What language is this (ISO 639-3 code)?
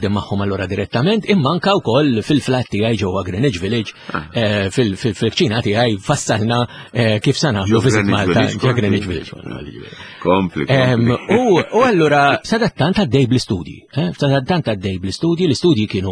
mlt